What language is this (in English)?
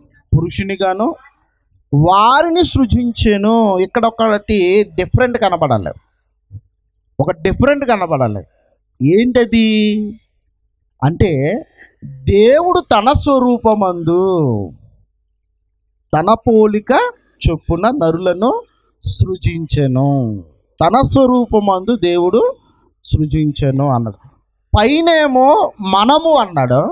Telugu